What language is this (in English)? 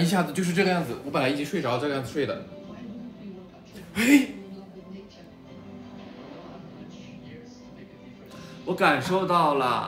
Chinese